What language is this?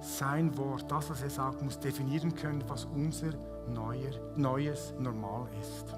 Swiss German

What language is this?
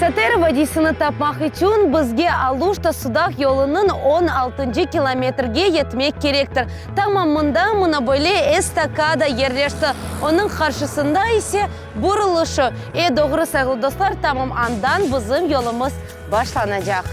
Crimean Tatar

